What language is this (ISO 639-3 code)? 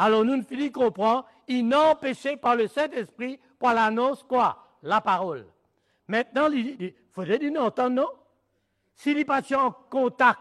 mfe